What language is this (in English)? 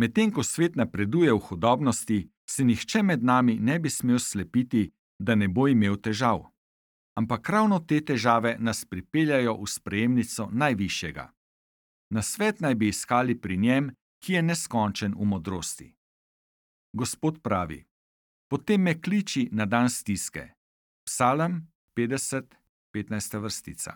Slovenian